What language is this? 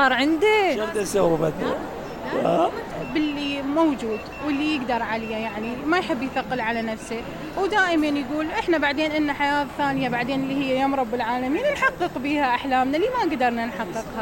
Mesopotamian Arabic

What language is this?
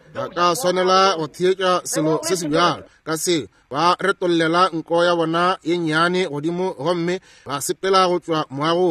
Northern Sotho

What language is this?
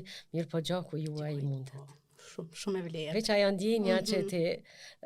Albanian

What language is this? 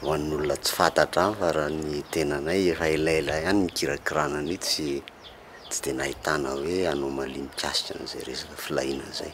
Malagasy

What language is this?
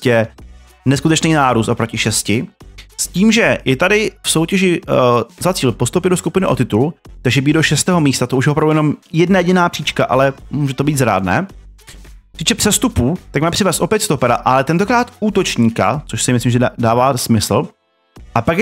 Czech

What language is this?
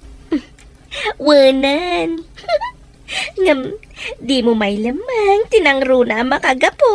Iloko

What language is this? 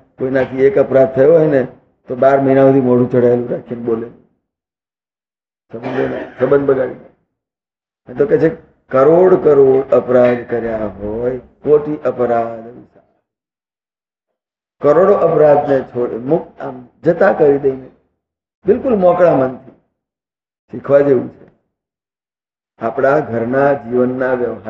Gujarati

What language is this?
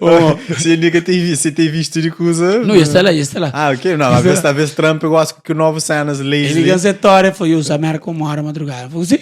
Kabuverdianu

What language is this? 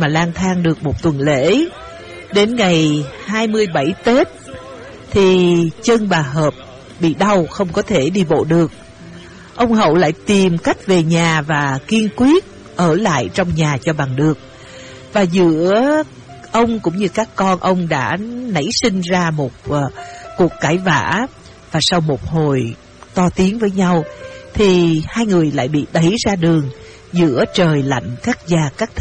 Vietnamese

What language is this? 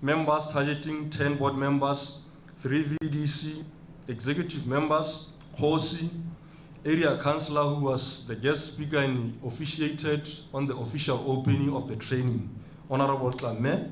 Tswana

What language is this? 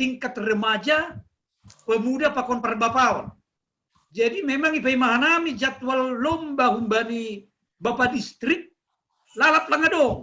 Batak Simalungun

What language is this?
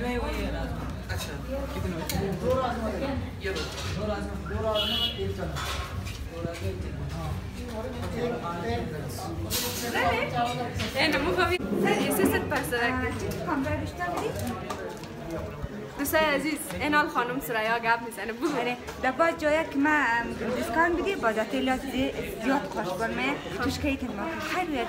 Persian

